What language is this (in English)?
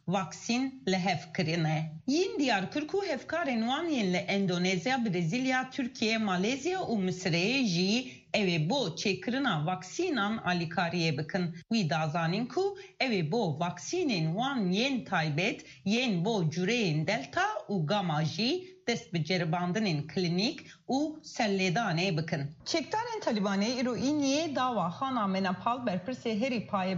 Kurdish